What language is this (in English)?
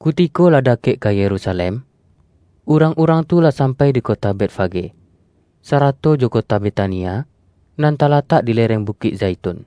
Minangkabau